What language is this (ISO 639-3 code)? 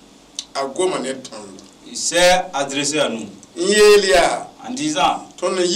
mos